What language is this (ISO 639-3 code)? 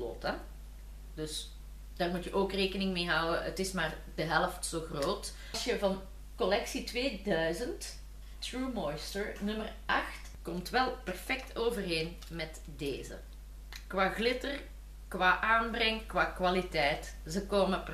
nld